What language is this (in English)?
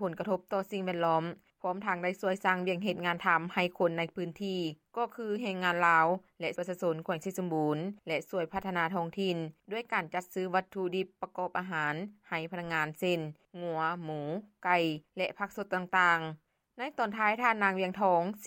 Lao